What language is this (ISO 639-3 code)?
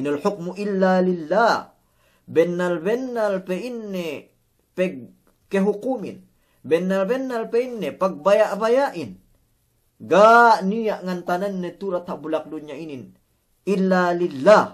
yka